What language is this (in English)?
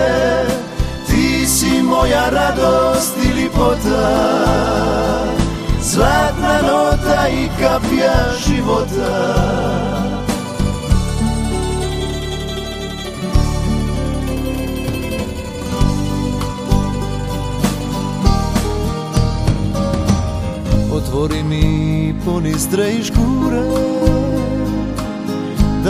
Croatian